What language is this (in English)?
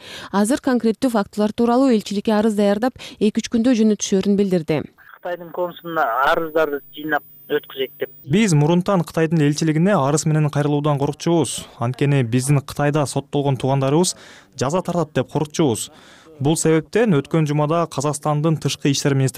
Kyrgyz